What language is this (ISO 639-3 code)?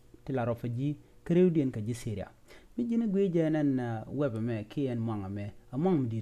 nus